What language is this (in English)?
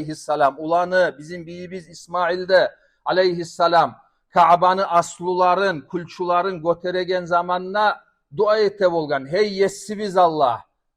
Kumyk